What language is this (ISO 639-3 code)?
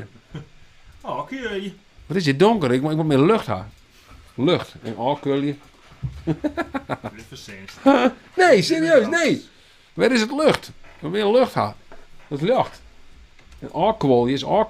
fry